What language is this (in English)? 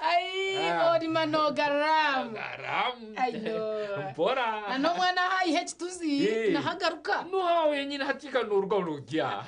Nyankole